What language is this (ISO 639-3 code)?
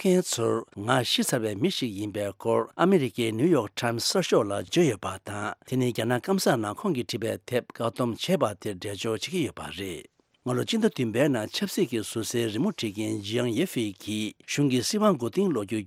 bod